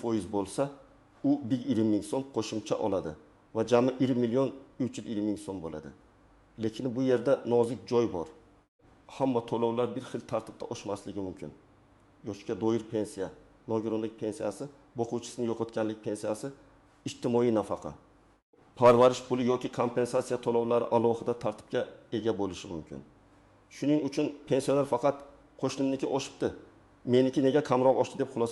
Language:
Uzbek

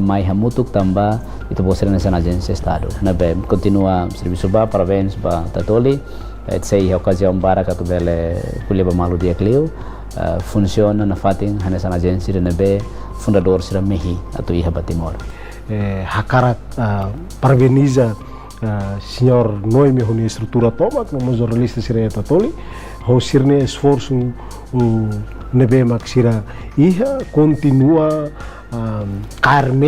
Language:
Tetum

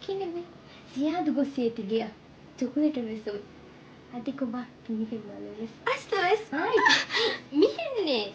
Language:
Divehi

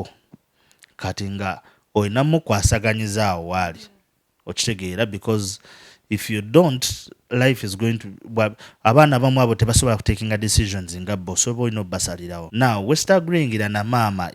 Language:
Ganda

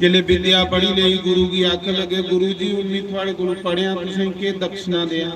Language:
Dogri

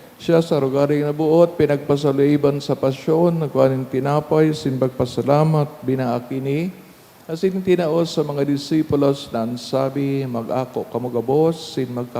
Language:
Bikol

